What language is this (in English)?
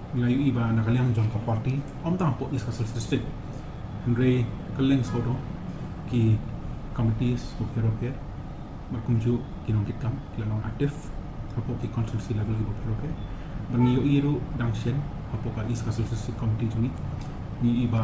Khasi